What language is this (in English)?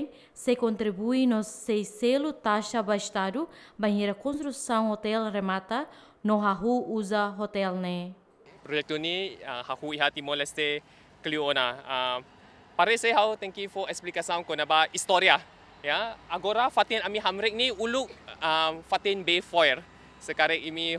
Tetum